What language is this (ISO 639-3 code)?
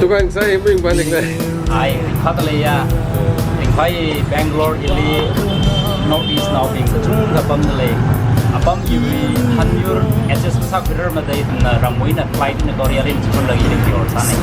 nmf